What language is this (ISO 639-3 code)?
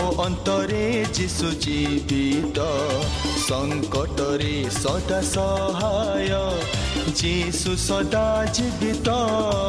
ori